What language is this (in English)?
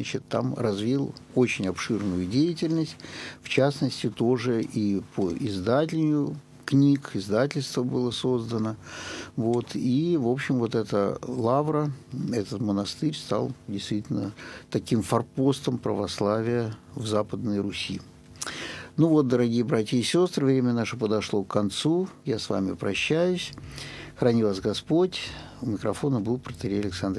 Russian